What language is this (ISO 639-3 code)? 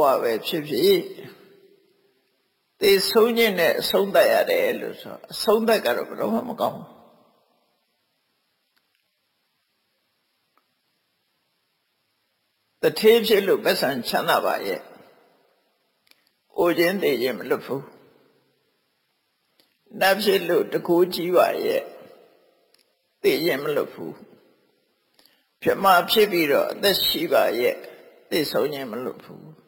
mya